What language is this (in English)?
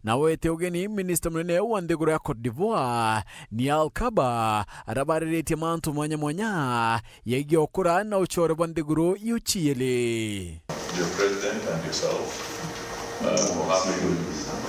Meru